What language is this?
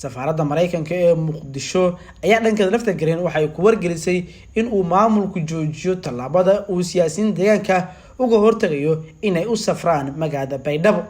Somali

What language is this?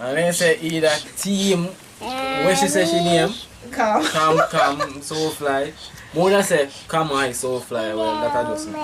Jamaican Creole English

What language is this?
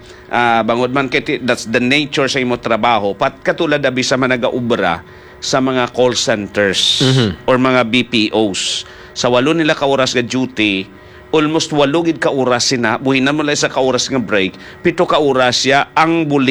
Hiligaynon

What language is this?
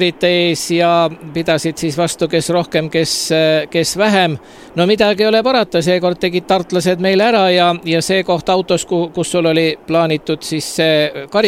Estonian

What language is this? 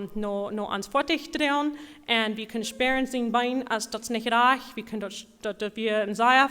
Plautdietsch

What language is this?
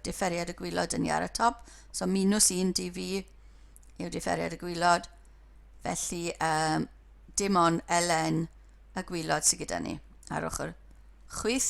Welsh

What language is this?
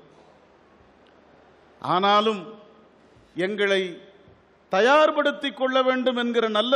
Tamil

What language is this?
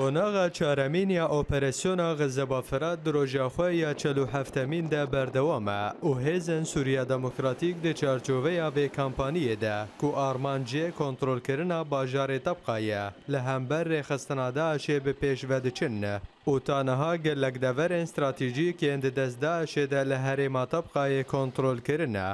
Kurdish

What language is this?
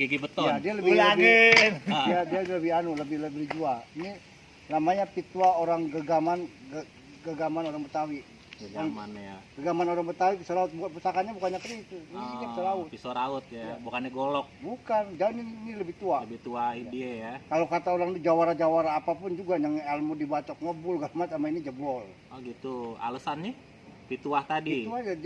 Betawi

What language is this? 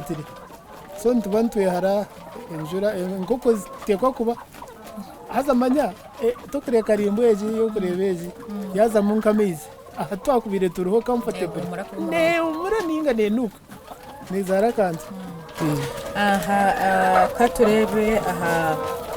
Nyankole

